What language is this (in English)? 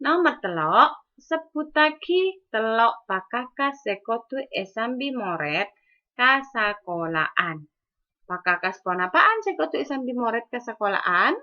Madurese